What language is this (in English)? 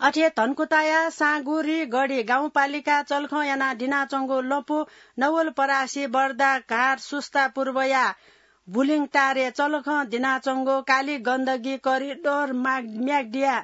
Newari